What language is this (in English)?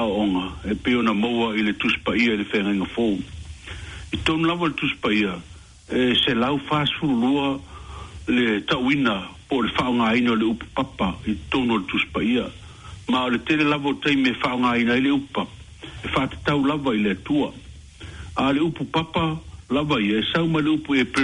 Samoan